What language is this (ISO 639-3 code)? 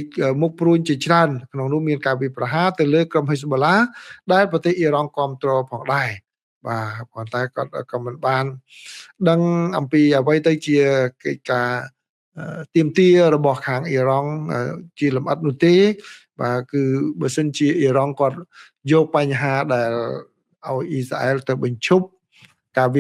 khm